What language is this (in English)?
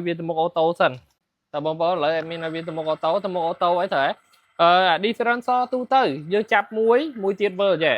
Khmer